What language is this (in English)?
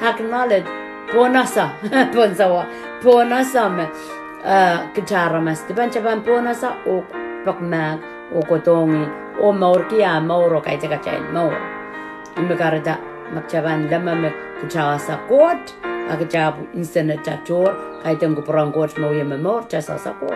Pohnpeian